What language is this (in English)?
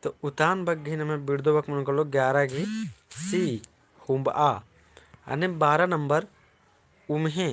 Kurukh